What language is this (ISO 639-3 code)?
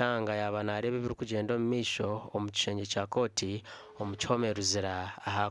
nyn